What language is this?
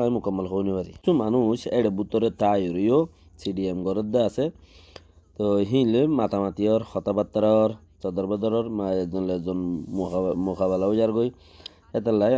Rohingya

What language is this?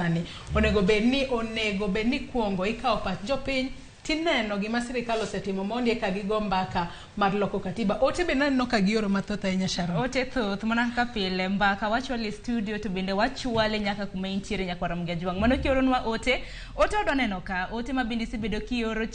Luo (Kenya and Tanzania)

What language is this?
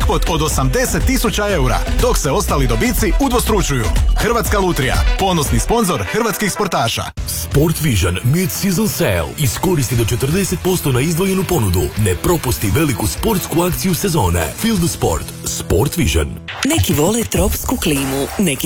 Croatian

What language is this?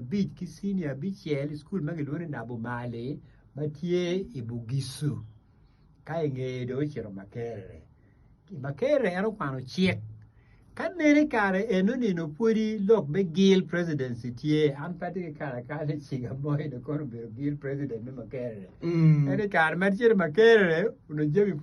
Acoli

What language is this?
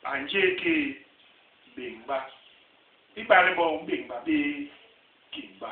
Basaa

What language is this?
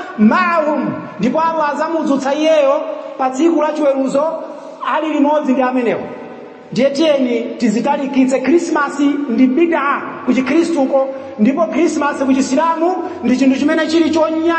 Nyanja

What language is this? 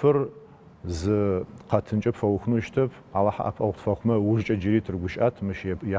Adyghe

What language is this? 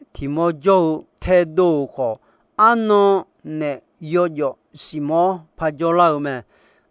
Akha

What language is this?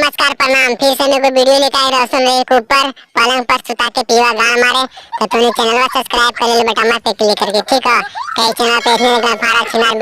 Magahi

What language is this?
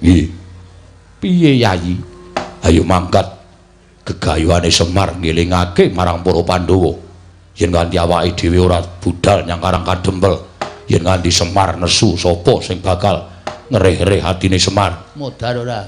Javanese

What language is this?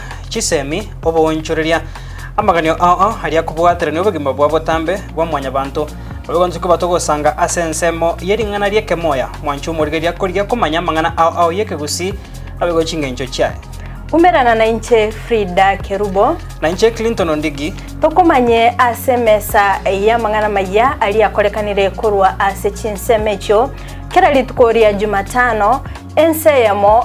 Gusii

